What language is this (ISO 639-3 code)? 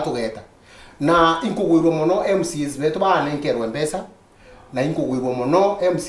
mer